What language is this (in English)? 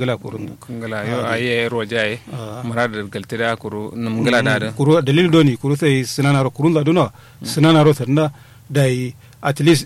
Kanuri